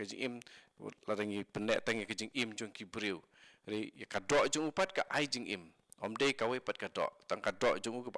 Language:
Khasi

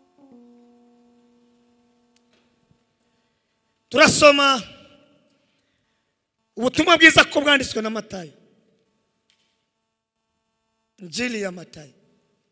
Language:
Kinyarwanda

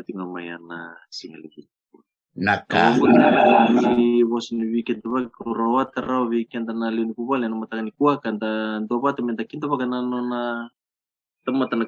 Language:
Fijian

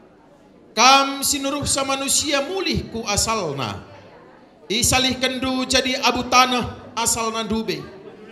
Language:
Batak Karo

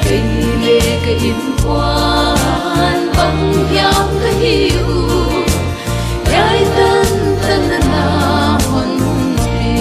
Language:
Tedim Chin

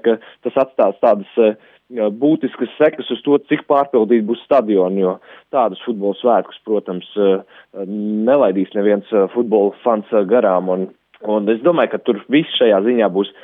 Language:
Latvian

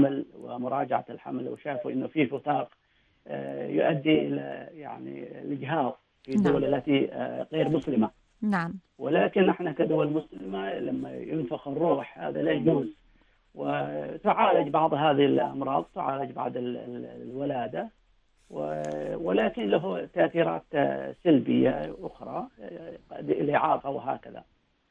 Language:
Arabic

